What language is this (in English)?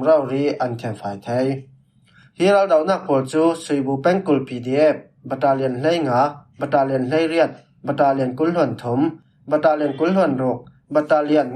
Falam Chin